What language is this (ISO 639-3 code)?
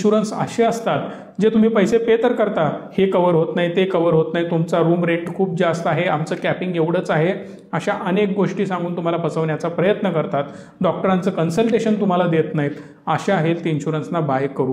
mar